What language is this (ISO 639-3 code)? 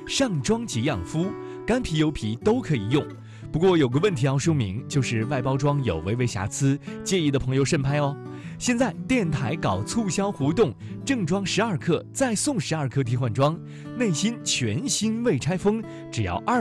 zho